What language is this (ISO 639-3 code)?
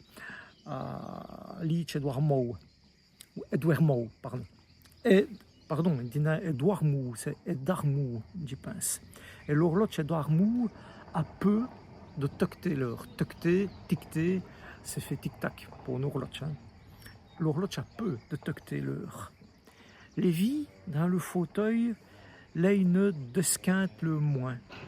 wln